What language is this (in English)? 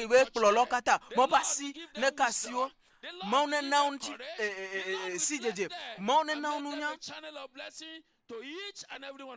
Ewe